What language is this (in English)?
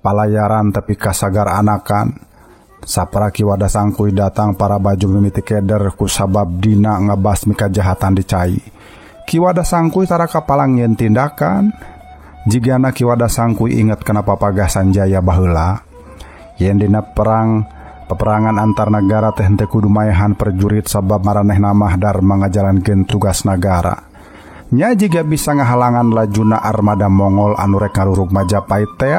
Sundanese